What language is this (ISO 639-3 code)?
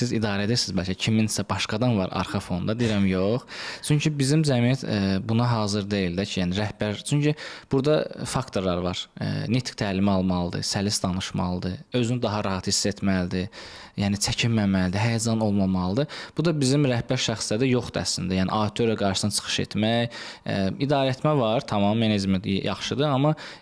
aze